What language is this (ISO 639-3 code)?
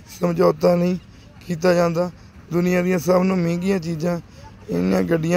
pan